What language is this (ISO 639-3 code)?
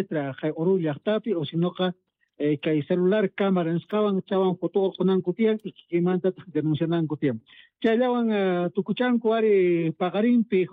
quh